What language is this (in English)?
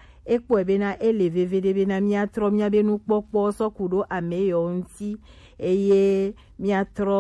Gen